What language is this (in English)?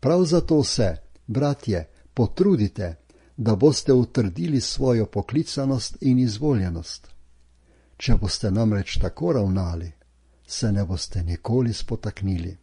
Slovenian